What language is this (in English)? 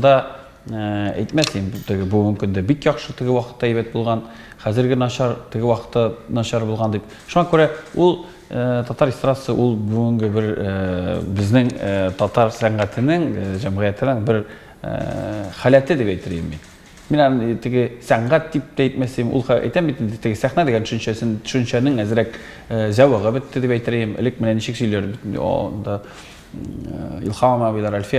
Tatar